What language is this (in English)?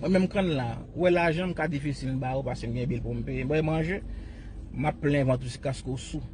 Haitian Creole